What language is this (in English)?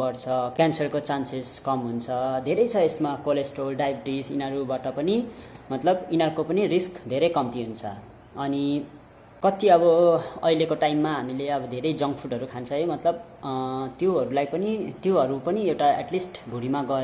Nepali